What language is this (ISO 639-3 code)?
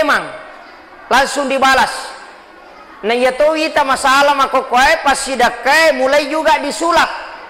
bug